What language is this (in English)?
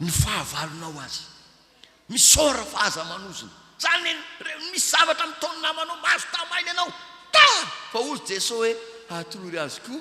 Malagasy